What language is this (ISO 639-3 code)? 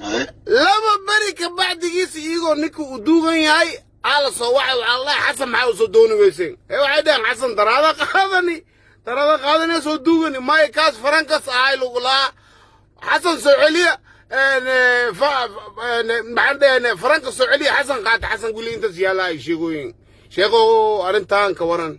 som